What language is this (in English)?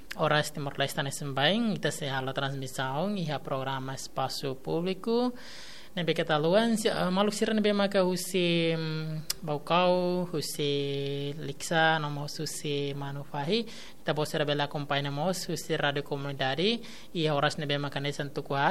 Tetum